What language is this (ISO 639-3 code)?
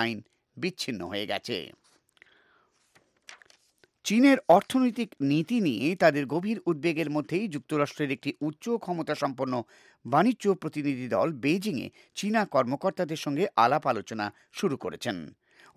ben